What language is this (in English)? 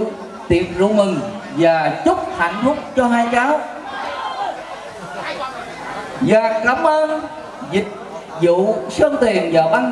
Vietnamese